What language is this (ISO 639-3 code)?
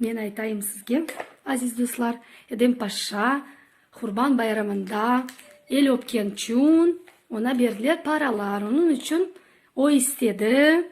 crh